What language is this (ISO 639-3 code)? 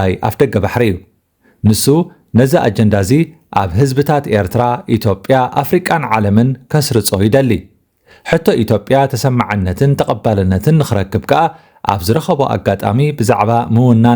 tir